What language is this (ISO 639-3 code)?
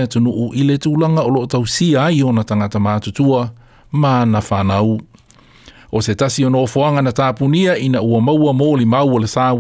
smo